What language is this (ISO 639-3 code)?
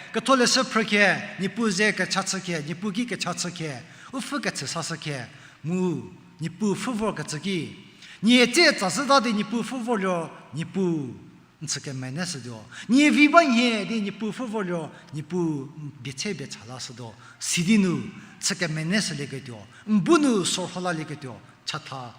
njm